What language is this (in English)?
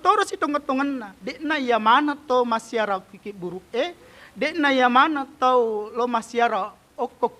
Buginese